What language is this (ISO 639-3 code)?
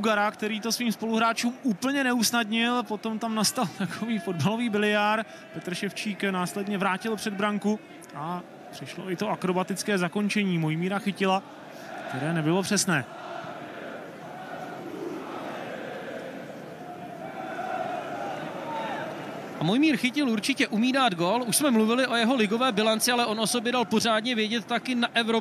ces